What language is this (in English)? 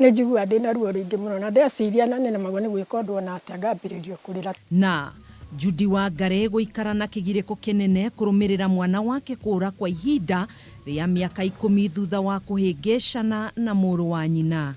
Kikuyu